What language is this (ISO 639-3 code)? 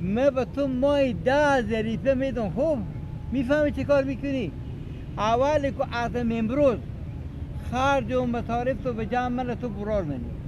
fas